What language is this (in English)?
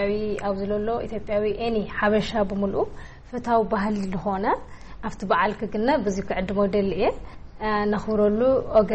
Tigrinya